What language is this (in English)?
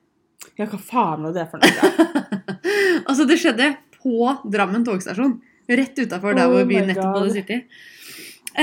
Norwegian